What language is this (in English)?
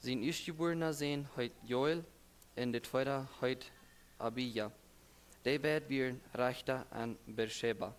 Plautdietsch